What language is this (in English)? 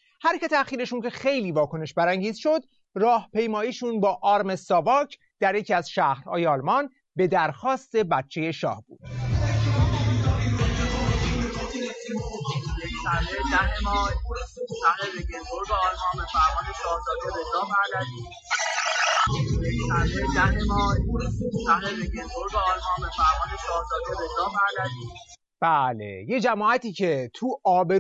Persian